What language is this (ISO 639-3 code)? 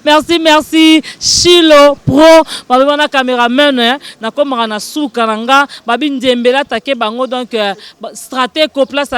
lin